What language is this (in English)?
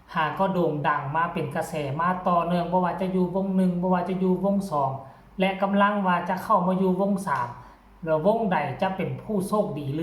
Lao